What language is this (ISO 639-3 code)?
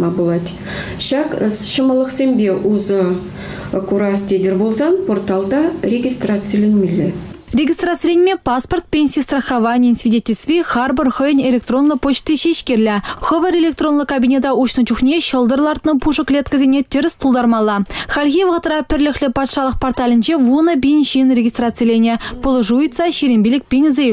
chv